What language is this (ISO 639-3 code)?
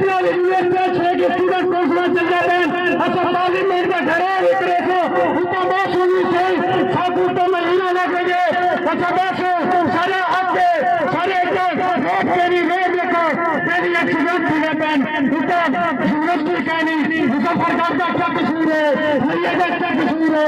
skr